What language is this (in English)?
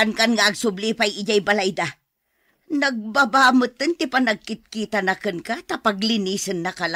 Iloko